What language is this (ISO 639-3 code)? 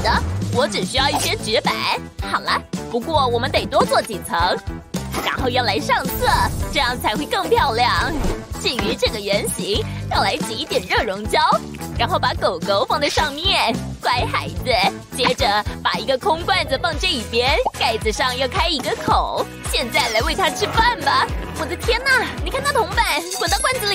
zho